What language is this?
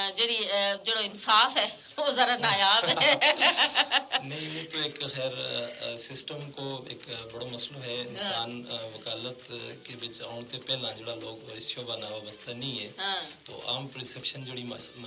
Gujari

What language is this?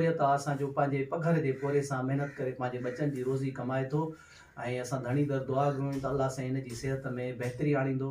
Sindhi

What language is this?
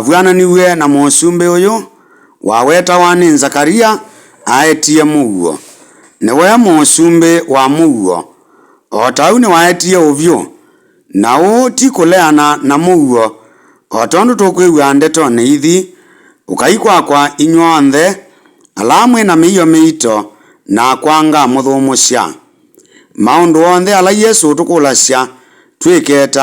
Kamba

